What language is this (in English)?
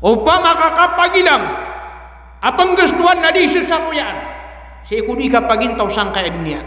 Maranao